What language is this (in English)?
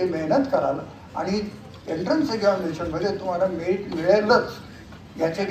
Marathi